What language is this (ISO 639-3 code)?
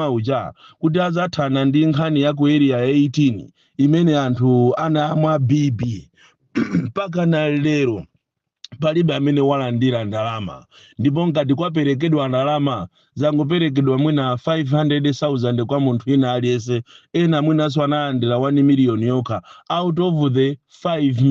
nya